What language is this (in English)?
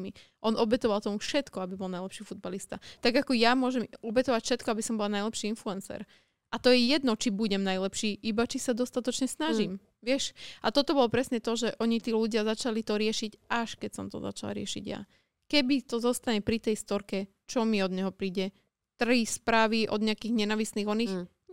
Slovak